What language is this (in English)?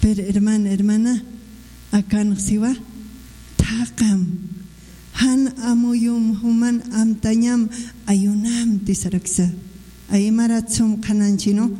Aymara